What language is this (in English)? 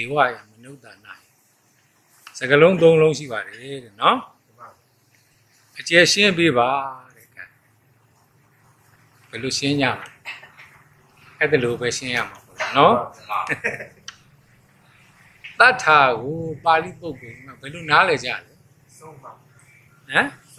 Burmese